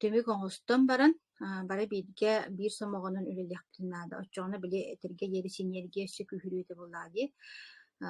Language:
Yakut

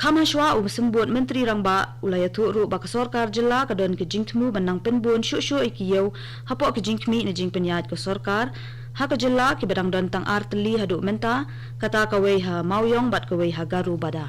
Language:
Khasi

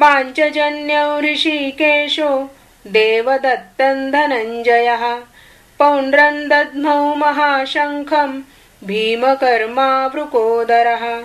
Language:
Sanskrit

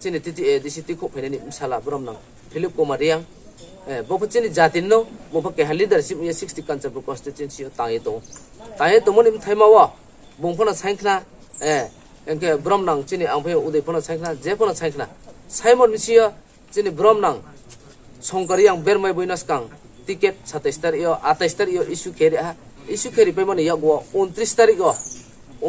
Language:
Riang (India)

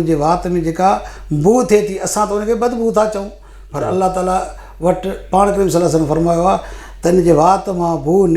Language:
Sindhi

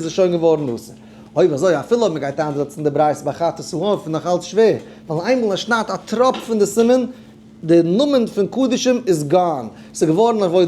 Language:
Yiddish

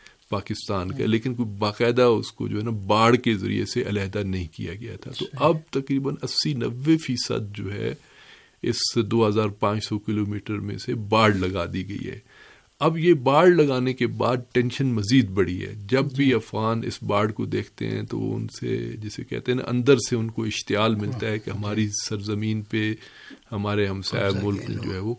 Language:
Urdu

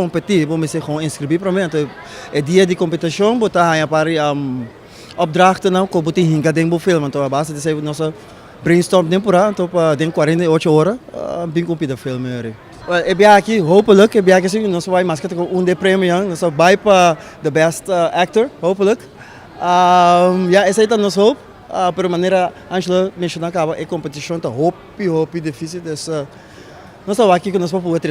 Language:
Papiamento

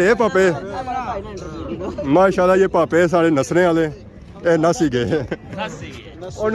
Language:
Pahari-Potwari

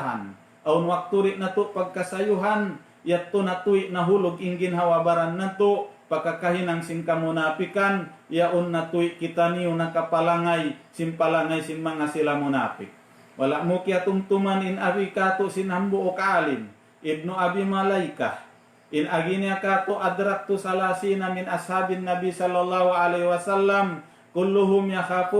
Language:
Tausug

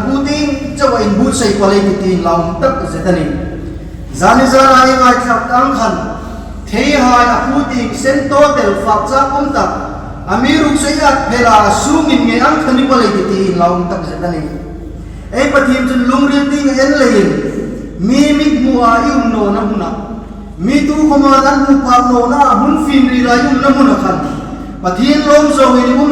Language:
Hmar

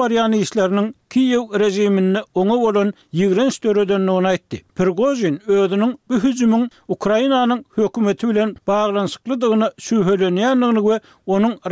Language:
Turkmen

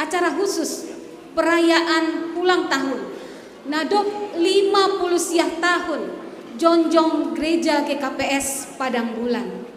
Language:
Batak Simalungun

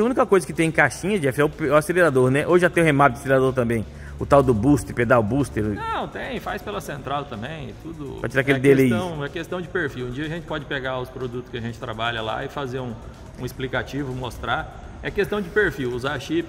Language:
Portuguese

